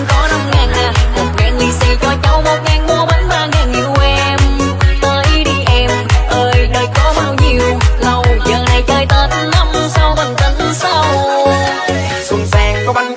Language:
Vietnamese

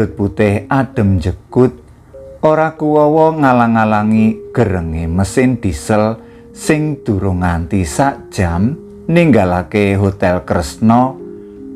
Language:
Javanese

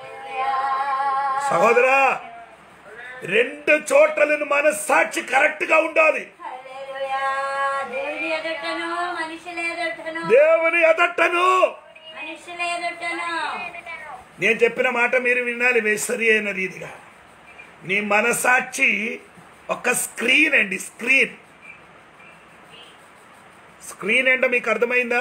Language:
Telugu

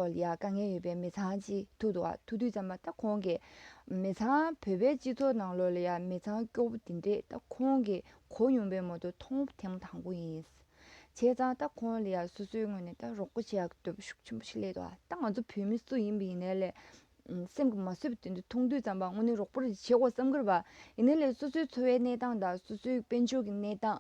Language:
Tibetan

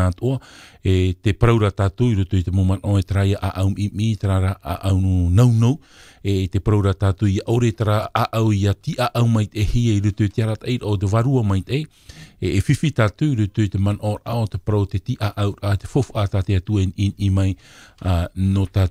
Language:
Tahitian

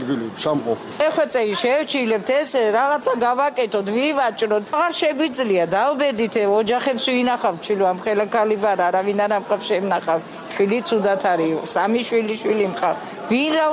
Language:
Georgian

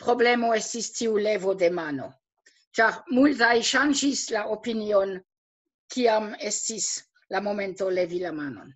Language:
Esperanto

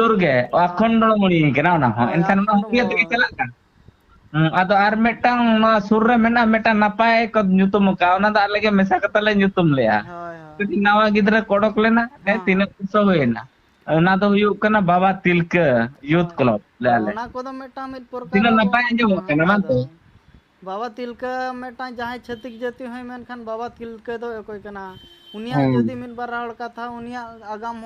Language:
Santali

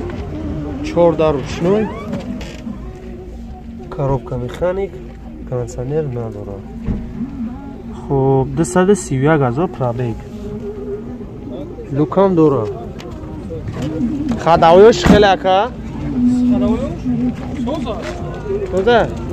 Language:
Tajik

